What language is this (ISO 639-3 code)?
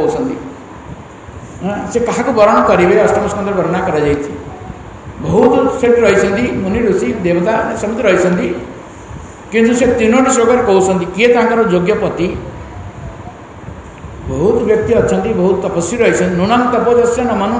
ori